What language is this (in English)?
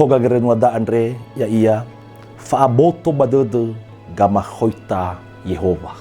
Nias